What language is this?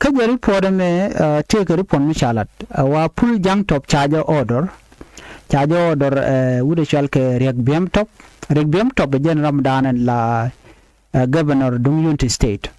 Nuer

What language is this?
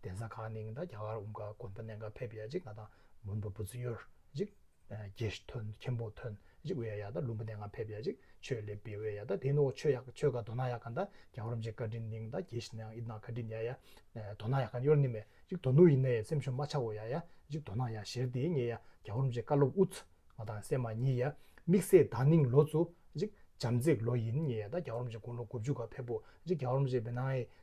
Tibetan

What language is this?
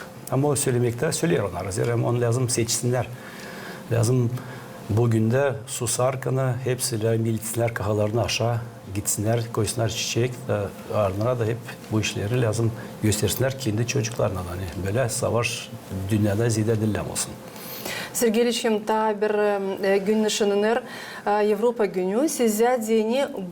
Gagauz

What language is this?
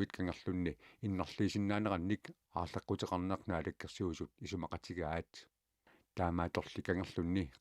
Kalaallisut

